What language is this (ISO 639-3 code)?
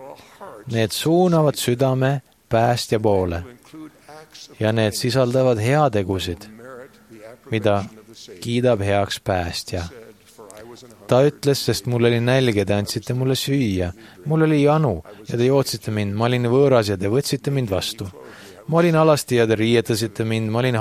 est